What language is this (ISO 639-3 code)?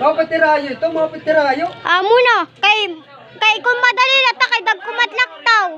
war